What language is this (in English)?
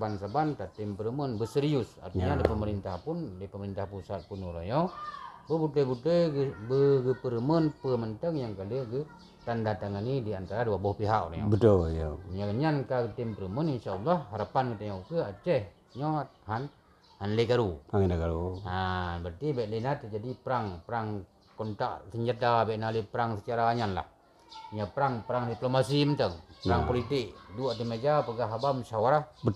Achinese